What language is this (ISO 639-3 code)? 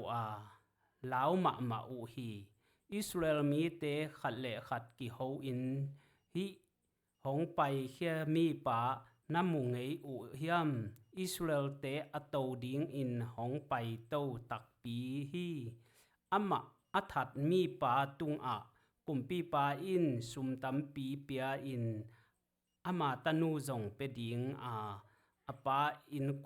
ctd